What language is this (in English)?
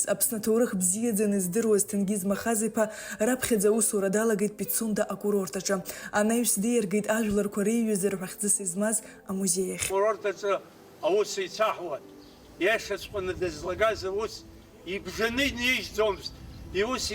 Abkhazian